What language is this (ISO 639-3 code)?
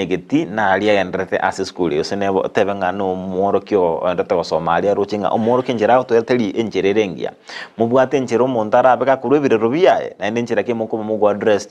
guz